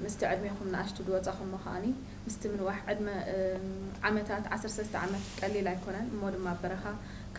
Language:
Tigrinya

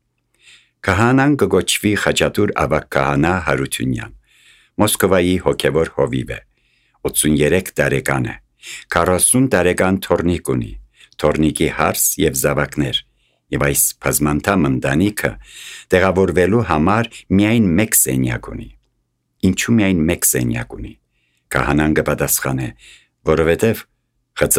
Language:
Armenian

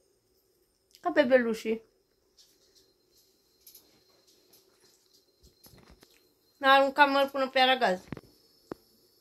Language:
Romanian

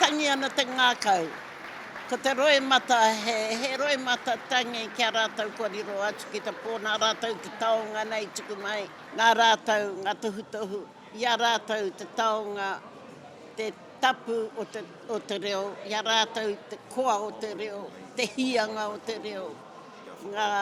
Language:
Māori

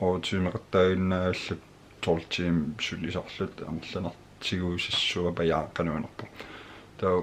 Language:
Kalaallisut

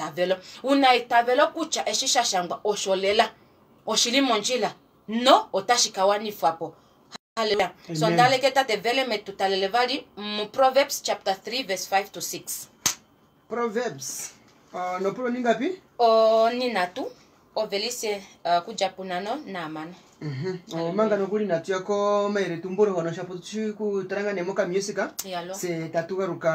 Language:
Kuanyama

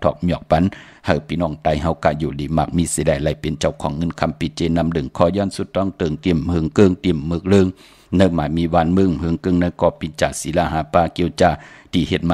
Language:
Shan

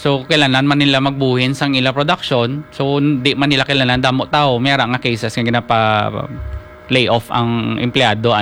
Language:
Hiligaynon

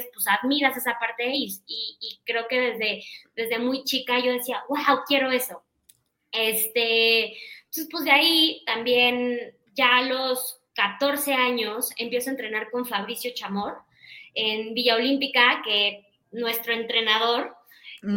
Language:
Spanish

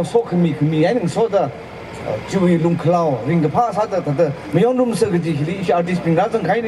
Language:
Tangkhul Naga (India)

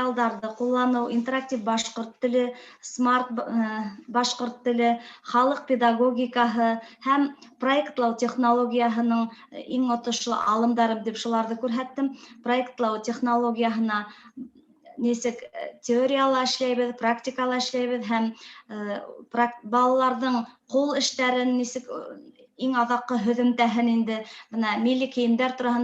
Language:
Bashkir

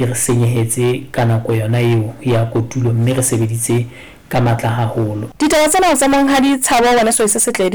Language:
Southern Sotho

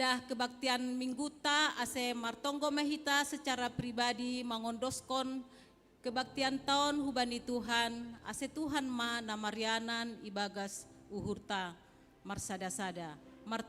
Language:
Batak Simalungun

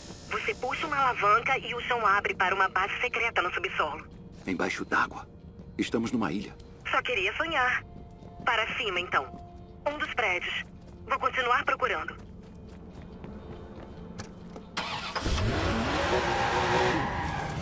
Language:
Portuguese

